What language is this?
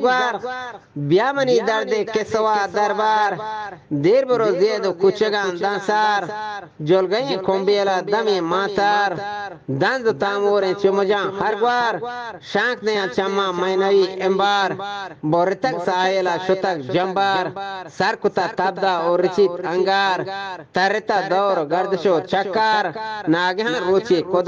Eastern Balochi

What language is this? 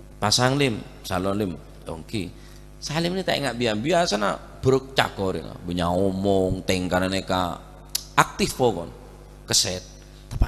Madurese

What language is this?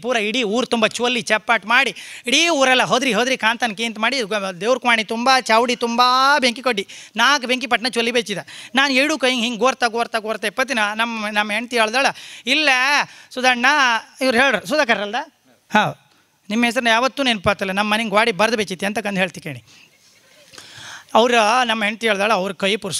Kannada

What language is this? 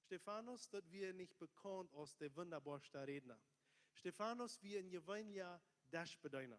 Plautdietsch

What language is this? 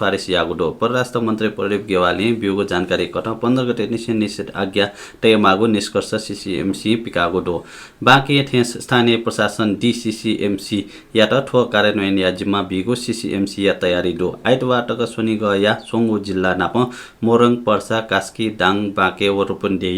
Newari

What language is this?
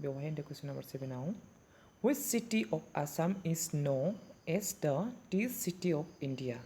Bodo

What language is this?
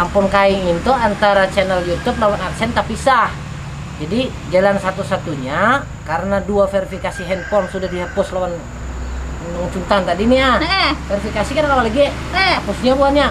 Banjar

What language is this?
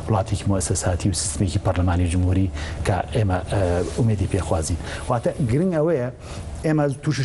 Central Kurdish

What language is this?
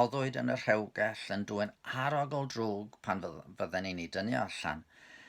Welsh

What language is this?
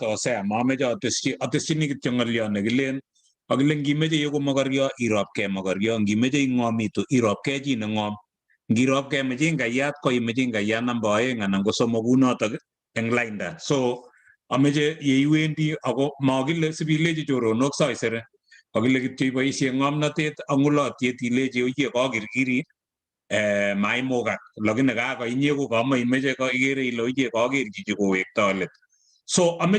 Kalenjin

